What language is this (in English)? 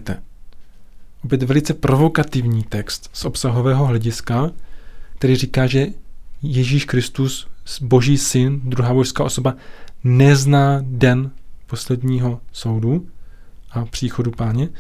Czech